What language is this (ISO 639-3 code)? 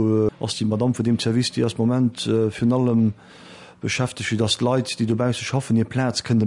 ltz